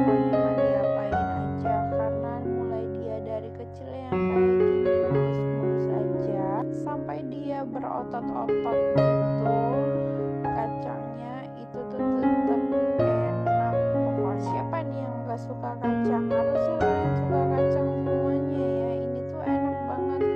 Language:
Indonesian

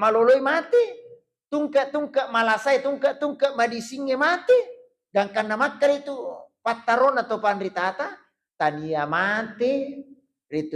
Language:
Buginese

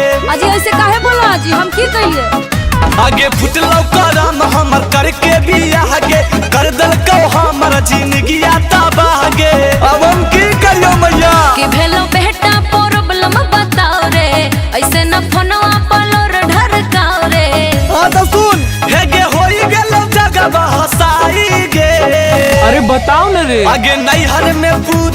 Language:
Magahi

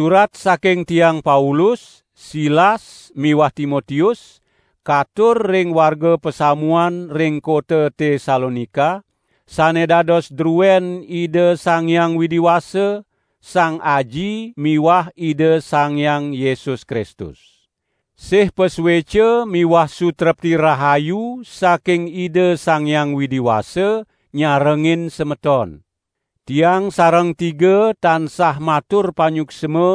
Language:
Balinese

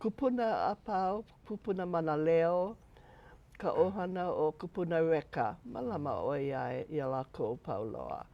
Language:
Hawaiian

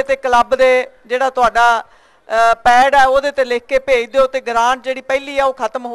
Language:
Punjabi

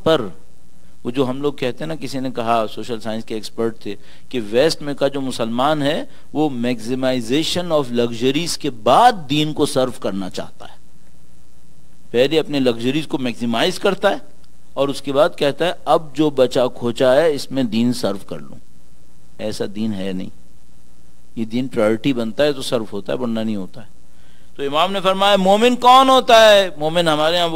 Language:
Urdu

